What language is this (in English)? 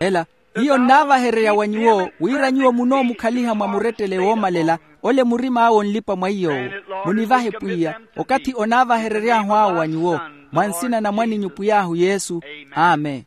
Makhuwa